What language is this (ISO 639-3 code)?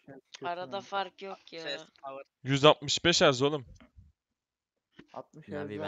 tur